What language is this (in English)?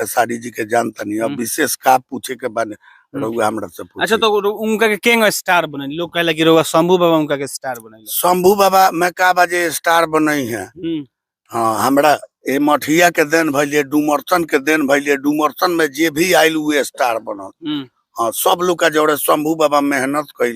Bhojpuri